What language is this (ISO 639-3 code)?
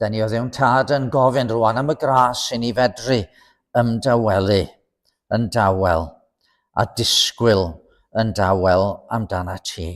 cym